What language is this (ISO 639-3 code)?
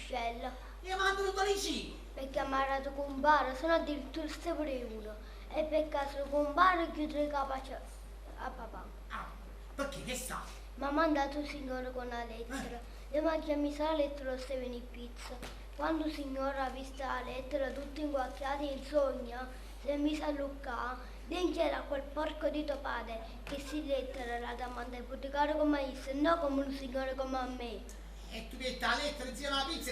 nap